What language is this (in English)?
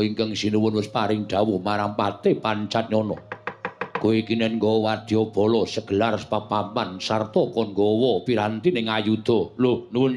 Javanese